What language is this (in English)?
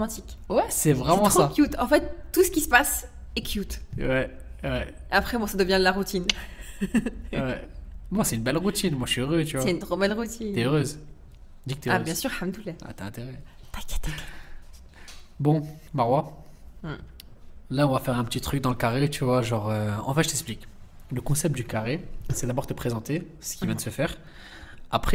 French